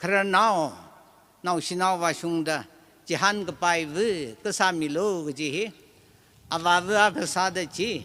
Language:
Tangkhul Naga (India)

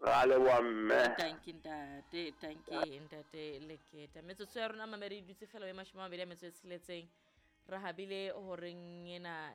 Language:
Southern Sotho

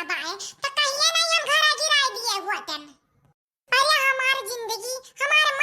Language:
Awadhi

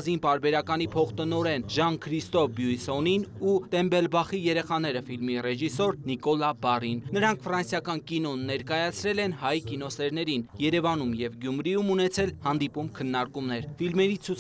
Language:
Armenian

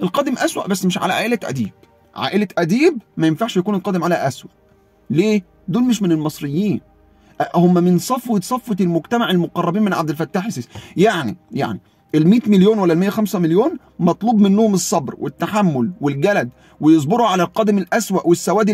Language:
Egyptian Arabic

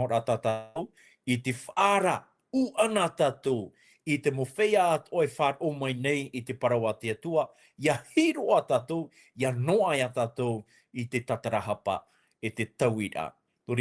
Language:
Tahitian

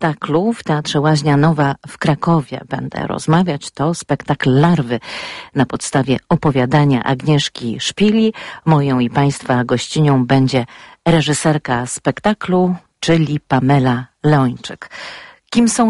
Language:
Polish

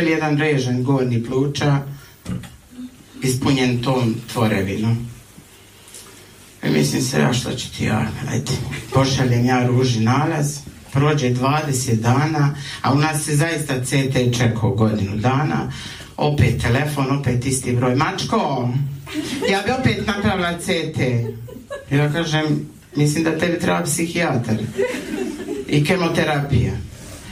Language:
Croatian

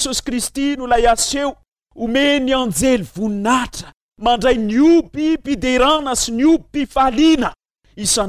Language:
Malagasy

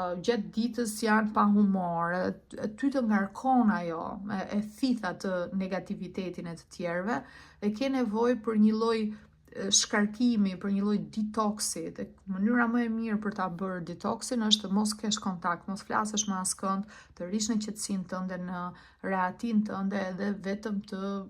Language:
Albanian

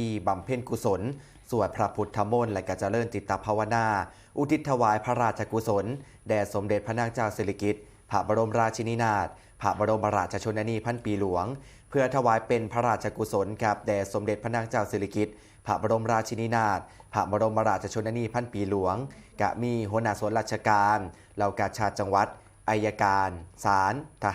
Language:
Northeastern Thai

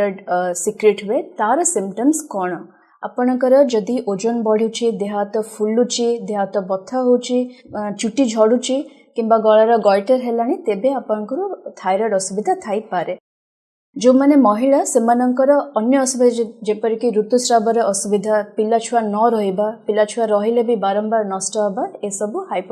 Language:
Odia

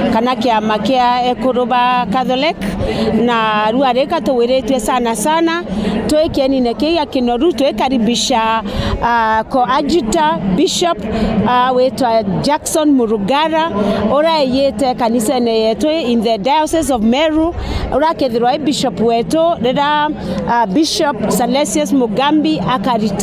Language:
Meru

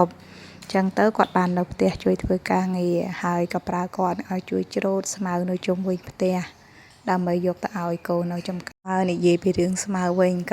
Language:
Khmer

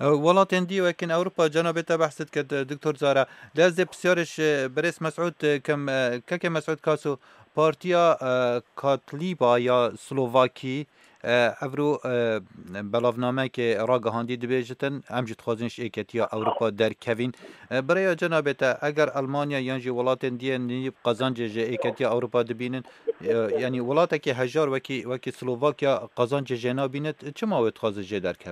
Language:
Kurdish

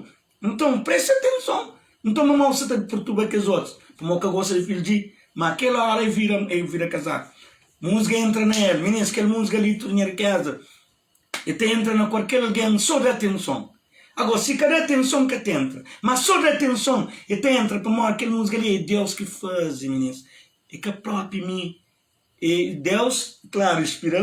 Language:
Kabuverdianu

